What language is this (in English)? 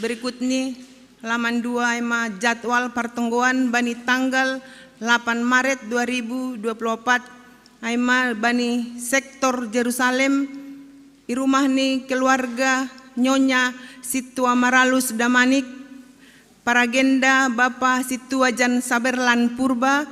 Batak Simalungun